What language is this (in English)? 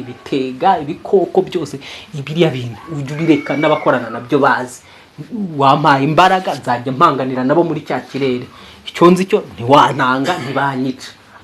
Kinyarwanda